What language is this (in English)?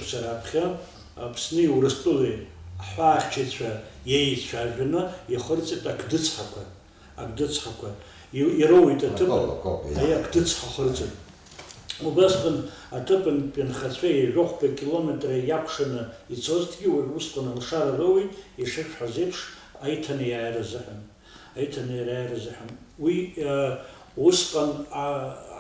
Abkhazian